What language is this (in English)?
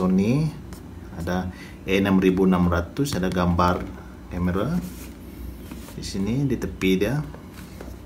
Malay